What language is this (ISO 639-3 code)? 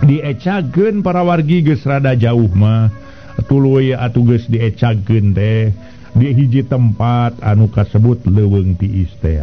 sun